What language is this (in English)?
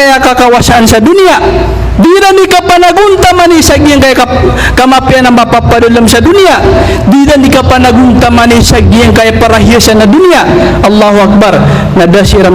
Maranao